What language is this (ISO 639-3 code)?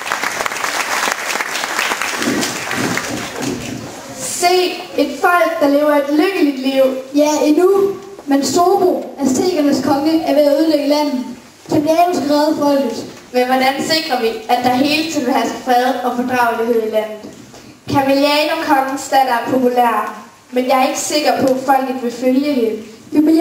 dan